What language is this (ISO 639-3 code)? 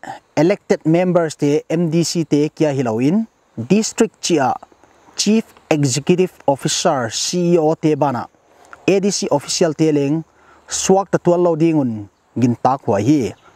pck